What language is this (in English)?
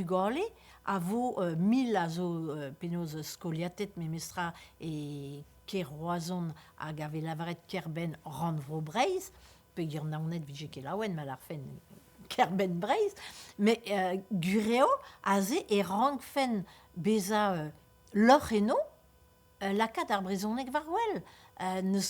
Breton